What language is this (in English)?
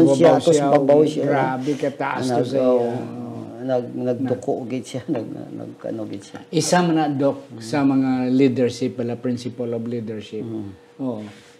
Hiligaynon